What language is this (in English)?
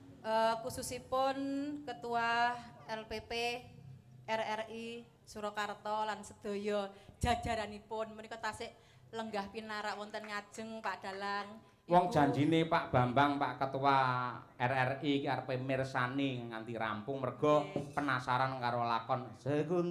Javanese